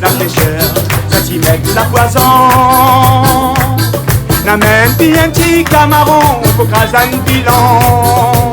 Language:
Réunion Creole French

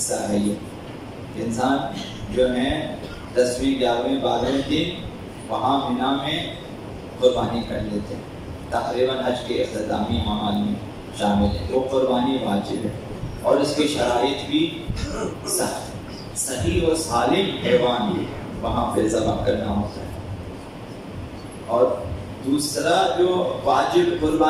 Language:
Urdu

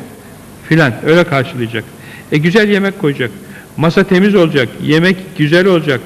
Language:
Turkish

